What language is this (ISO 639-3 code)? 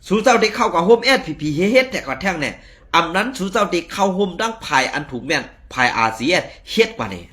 shn